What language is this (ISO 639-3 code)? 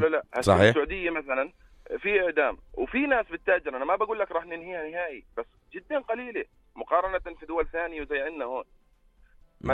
apc